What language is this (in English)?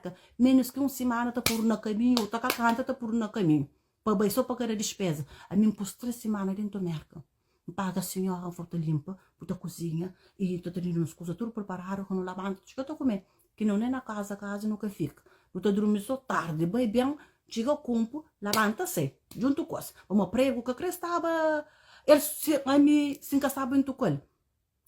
Kabuverdianu